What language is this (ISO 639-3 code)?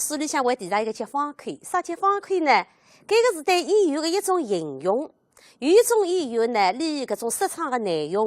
wuu